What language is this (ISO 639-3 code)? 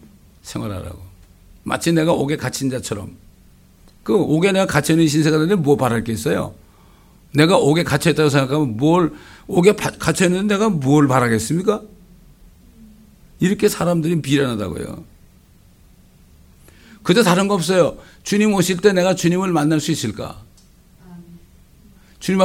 kor